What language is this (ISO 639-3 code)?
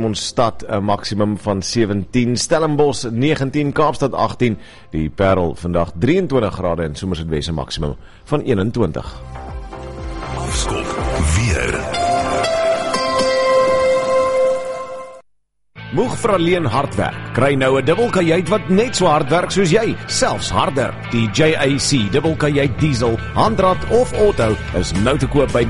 afr